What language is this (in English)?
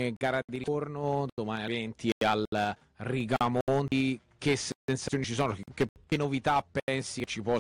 Italian